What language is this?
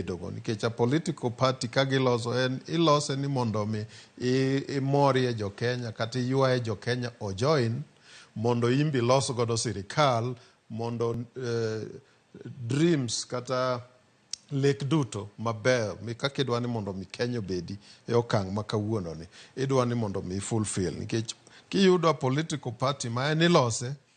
Luo (Kenya and Tanzania)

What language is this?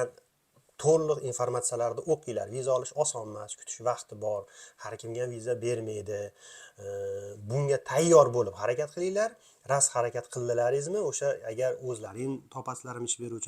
Uzbek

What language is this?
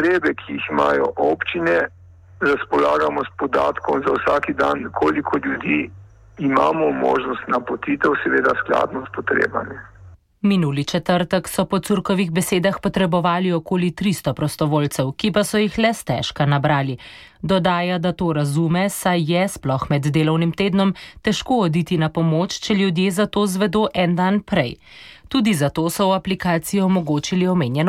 Slovenian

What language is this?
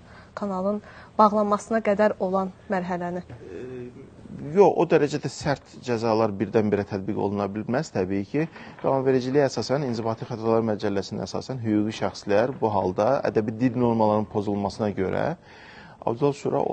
Azerbaijani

